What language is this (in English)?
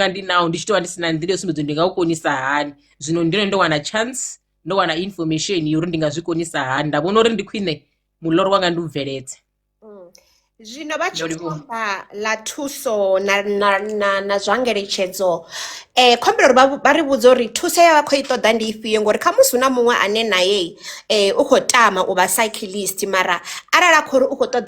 Venda